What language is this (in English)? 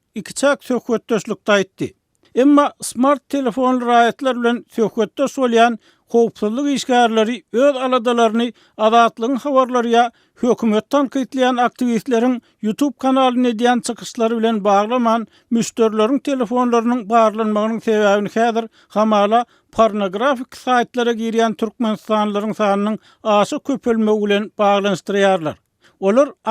Turkmen